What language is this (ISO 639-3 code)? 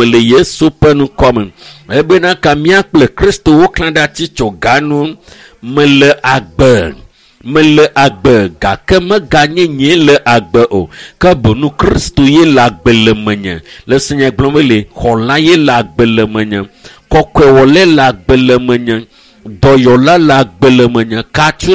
ewe